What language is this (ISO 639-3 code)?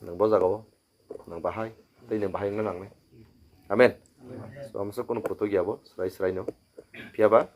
trp